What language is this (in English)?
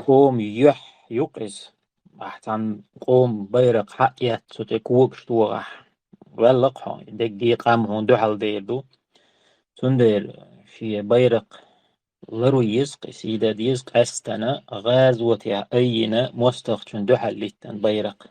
Chechen